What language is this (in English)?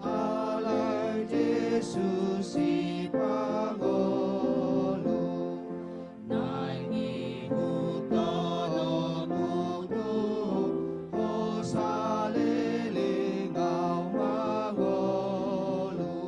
Batak Toba